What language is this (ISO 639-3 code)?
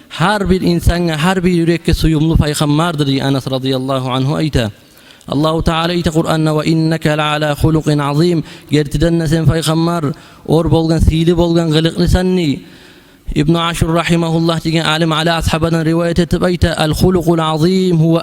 kum